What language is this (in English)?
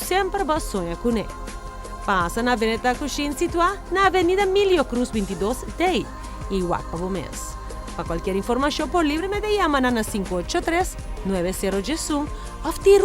Papiamento